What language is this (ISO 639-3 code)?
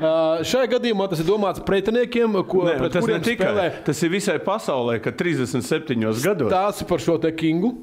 lav